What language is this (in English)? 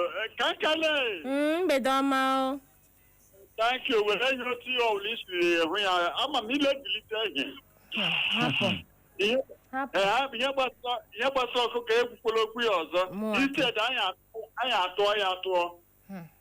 Igbo